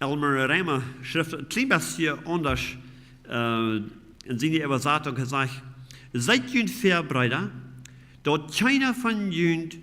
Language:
Plautdietsch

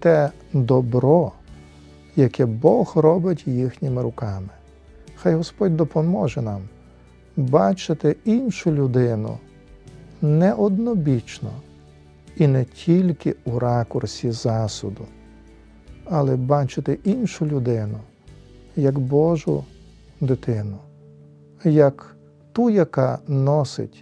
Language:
Ukrainian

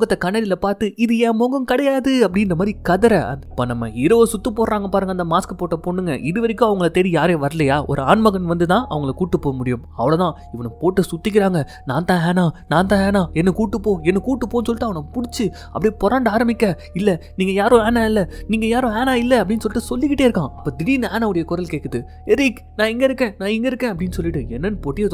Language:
Tamil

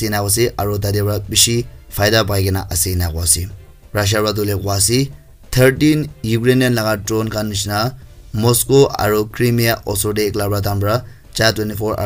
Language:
Naga Pidgin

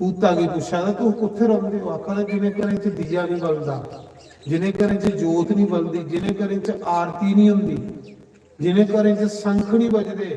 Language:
Dogri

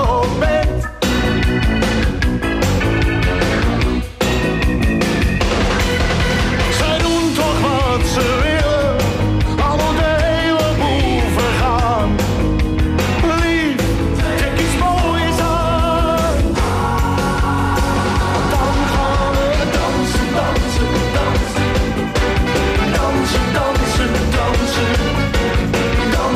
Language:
Dutch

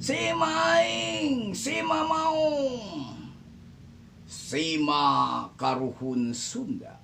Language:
Sundanese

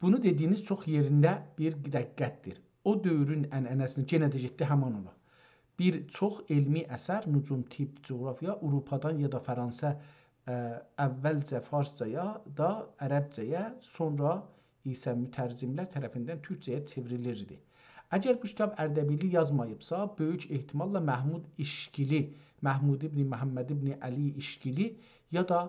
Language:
South Azerbaijani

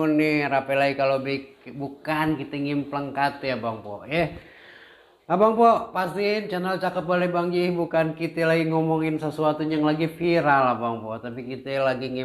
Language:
Betawi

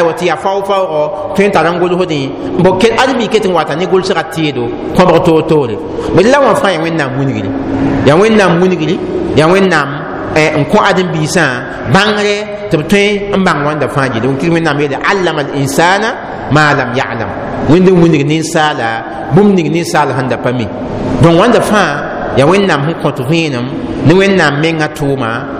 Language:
Mossi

